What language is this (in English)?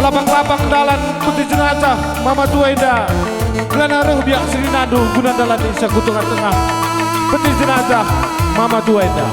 Batak Karo